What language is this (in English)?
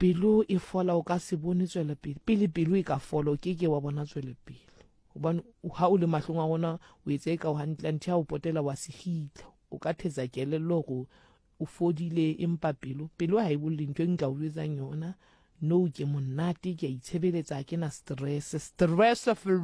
Southern Sotho